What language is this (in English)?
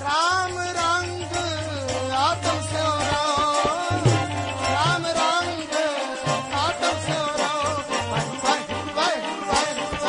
Punjabi